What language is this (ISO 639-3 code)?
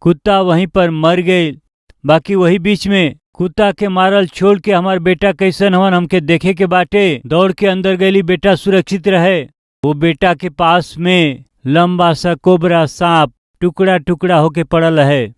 bho